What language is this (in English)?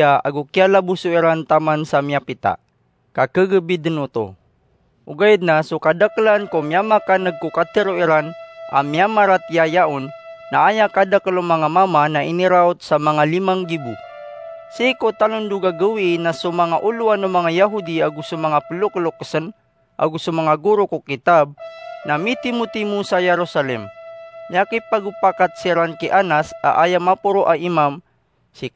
Maranao